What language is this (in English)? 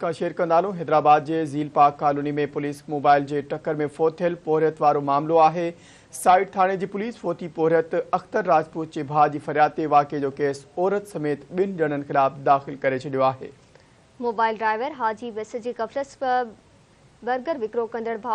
Sindhi